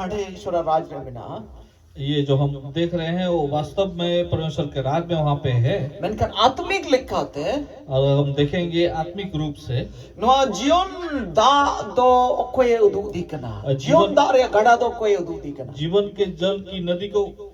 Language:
Santali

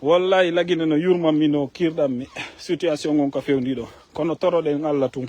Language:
Fula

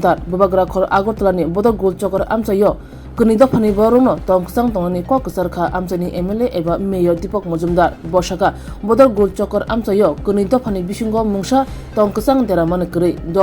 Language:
Kok Borok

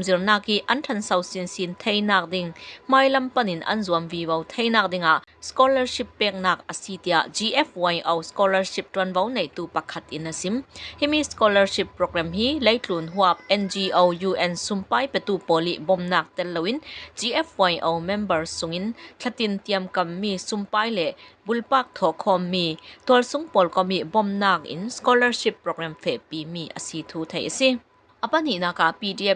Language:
Falam Chin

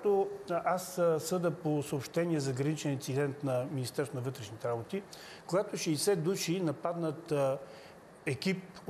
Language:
Bulgarian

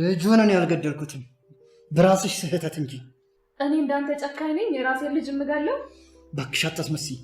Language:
Amharic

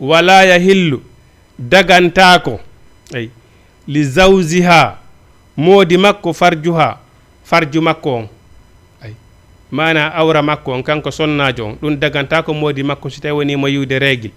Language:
Fula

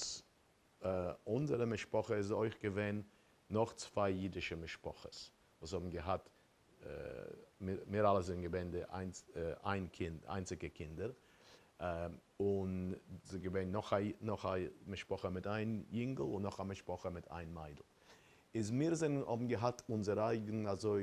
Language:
Yiddish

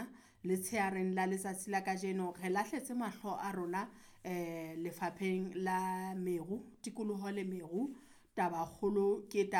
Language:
Southern Sotho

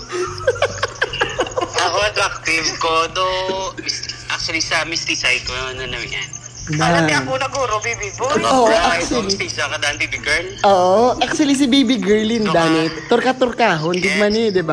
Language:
Filipino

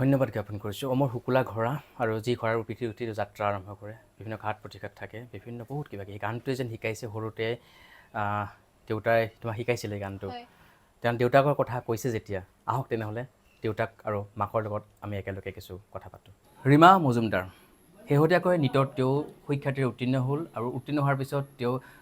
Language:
Assamese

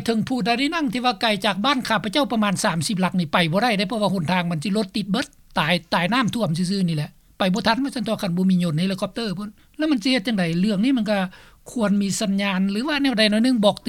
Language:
Lao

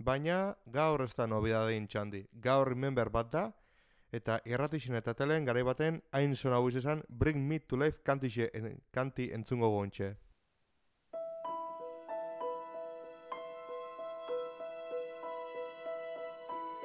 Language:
Basque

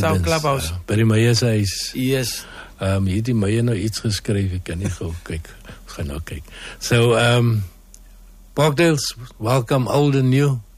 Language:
Afrikaans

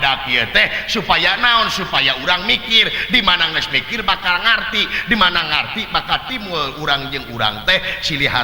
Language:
Sundanese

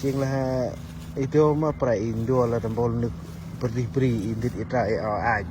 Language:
Central Mnong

